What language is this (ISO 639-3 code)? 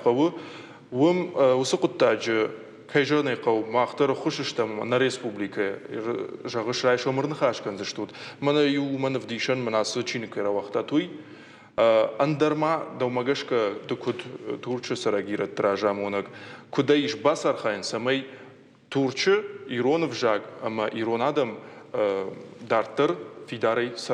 oss